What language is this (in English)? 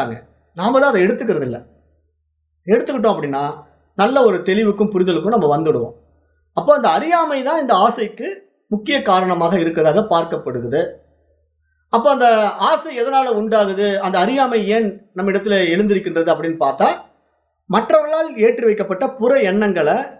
Tamil